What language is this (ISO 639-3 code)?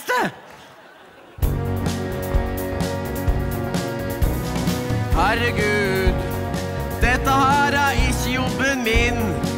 nor